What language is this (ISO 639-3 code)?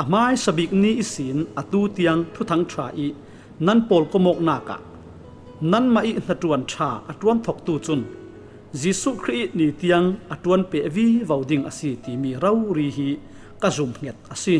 cfm